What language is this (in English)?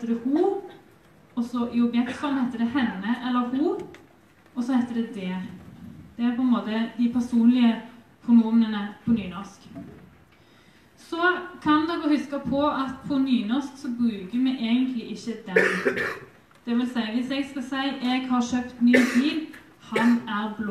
Norwegian